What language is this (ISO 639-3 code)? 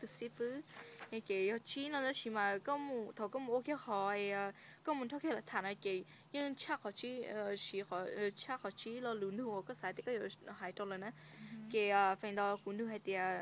hmn